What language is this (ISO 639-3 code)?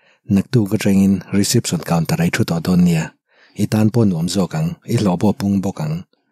lus